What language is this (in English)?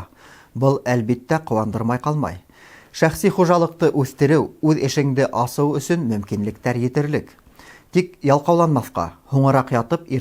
Bashkir